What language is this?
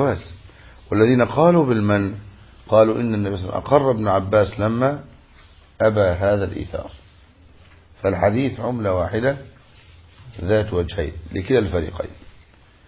Arabic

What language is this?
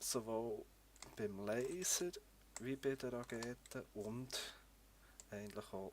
Swiss German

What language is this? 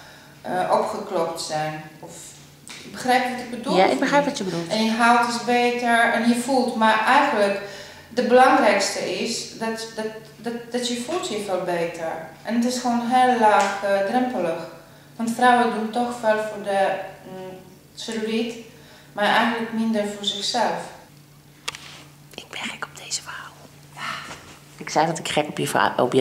Dutch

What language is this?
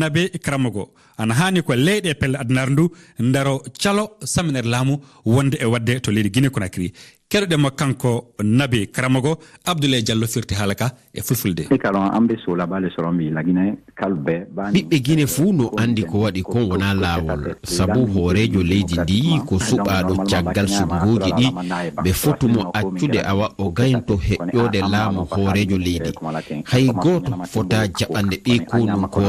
Fula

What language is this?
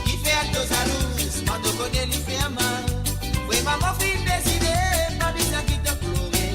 Morisyen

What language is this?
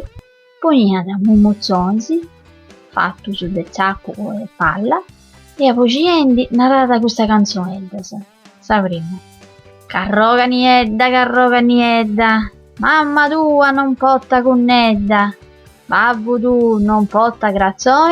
Sardinian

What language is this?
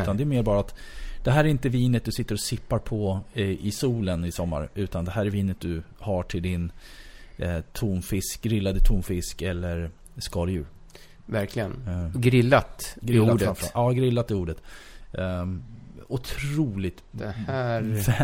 Swedish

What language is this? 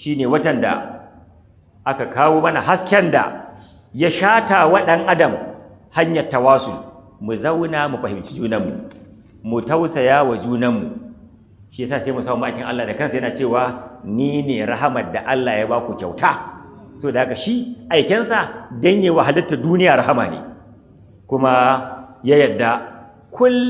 Hausa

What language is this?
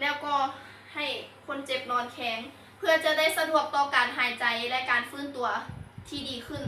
Lao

